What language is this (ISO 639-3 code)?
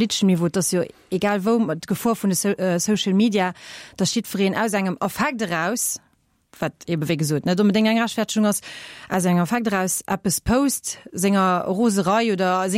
ltz